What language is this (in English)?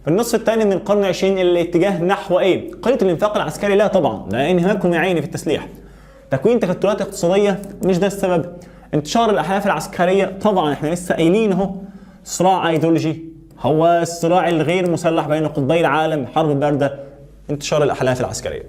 Egyptian Arabic